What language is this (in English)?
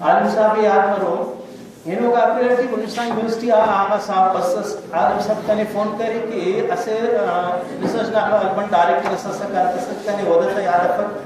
Brahui